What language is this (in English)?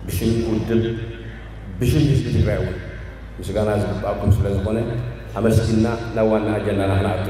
Tigrinya